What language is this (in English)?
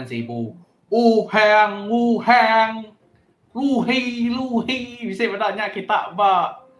Iban